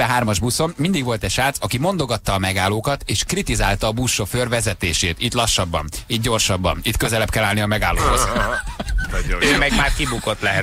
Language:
Hungarian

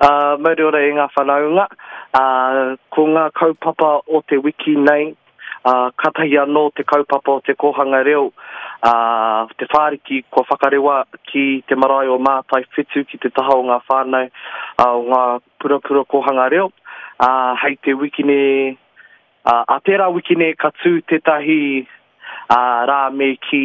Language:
Māori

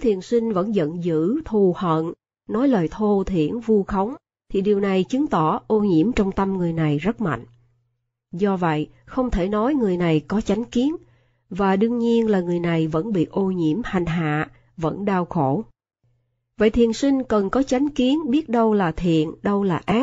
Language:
Vietnamese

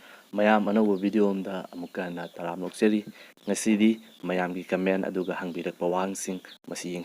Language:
Manipuri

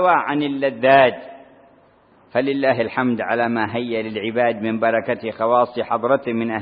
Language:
Arabic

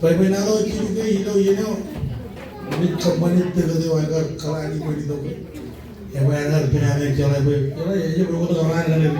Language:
Marshallese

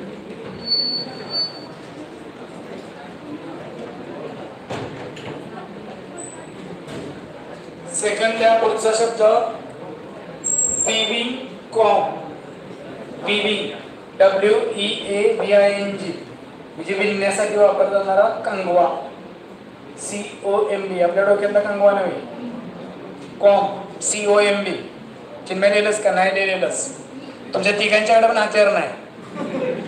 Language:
Marathi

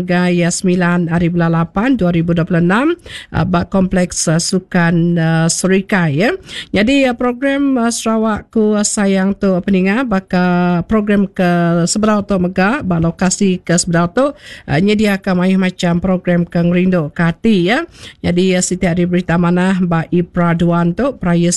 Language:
Iban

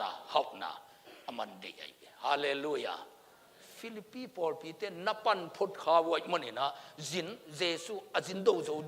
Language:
Tedim Chin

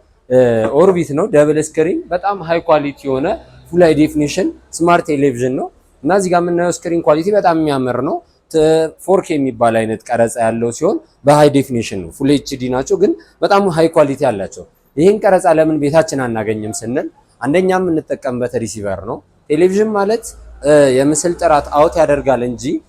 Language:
Amharic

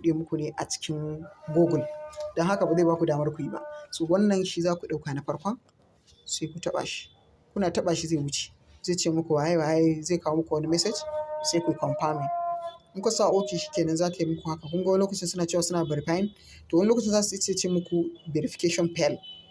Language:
Hausa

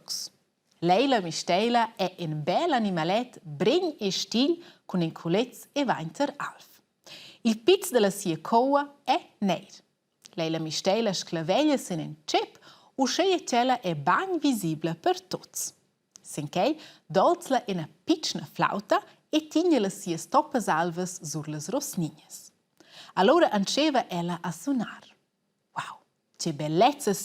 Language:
Romansh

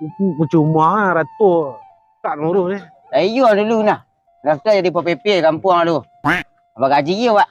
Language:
Minangkabau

